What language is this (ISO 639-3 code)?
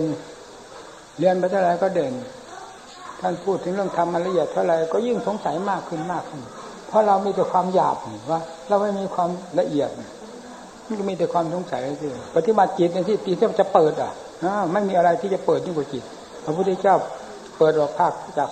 tha